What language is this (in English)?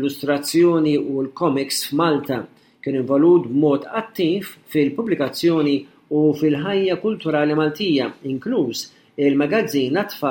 Maltese